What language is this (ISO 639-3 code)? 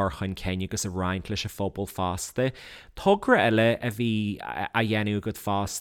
gle